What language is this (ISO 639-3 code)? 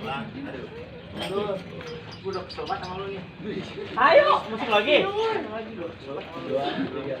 bew